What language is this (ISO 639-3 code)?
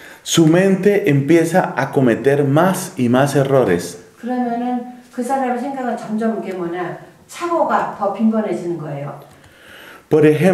kor